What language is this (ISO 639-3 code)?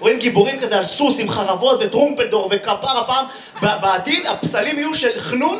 heb